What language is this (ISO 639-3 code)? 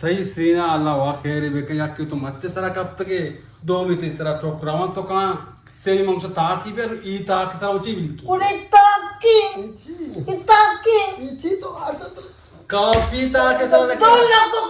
bgp